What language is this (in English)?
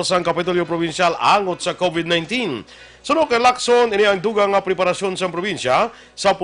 Hiligaynon